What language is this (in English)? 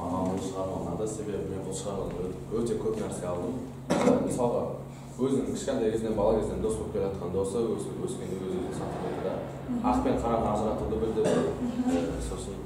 Kazakh